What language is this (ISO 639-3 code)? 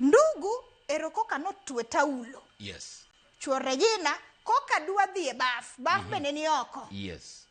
luo